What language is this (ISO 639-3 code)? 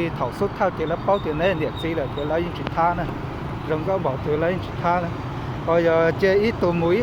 hmn